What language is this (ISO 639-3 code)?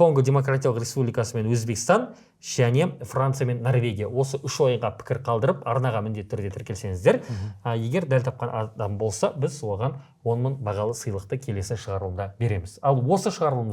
kaz